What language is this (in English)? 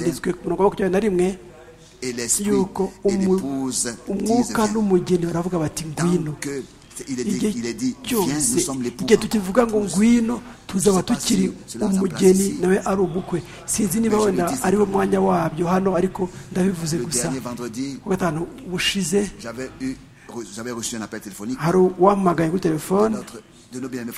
Kinyarwanda